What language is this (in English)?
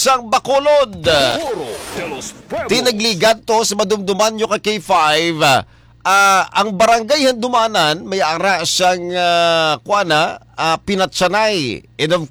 Hiligaynon